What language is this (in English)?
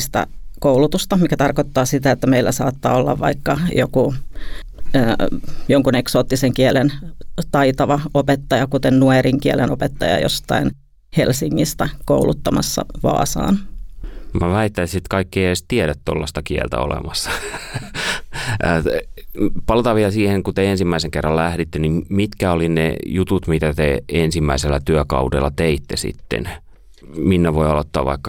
Finnish